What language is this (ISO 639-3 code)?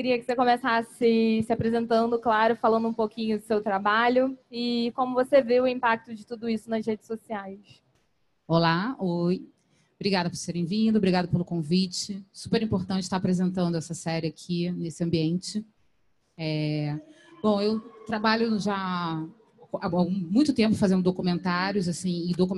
por